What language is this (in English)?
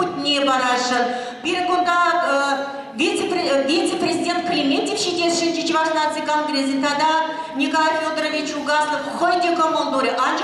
Chuvash